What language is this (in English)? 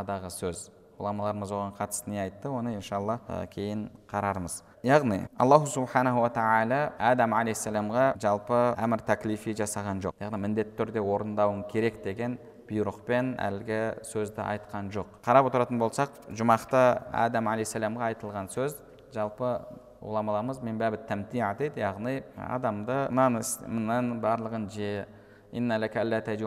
Kazakh